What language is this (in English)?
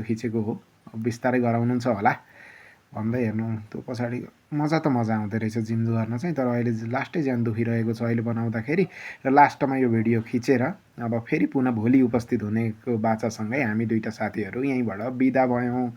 Nepali